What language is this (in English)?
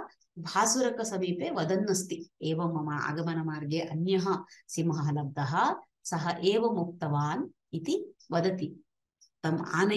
Sanskrit